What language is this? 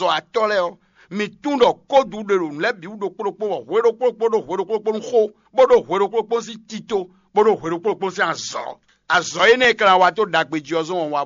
Fon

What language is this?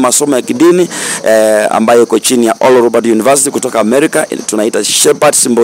Swahili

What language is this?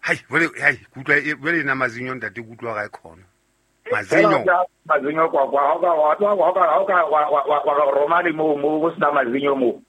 Southern Sotho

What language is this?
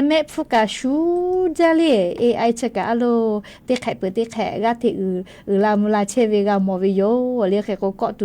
Lahu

